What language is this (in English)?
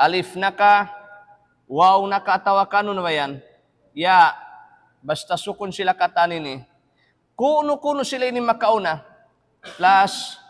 Tausug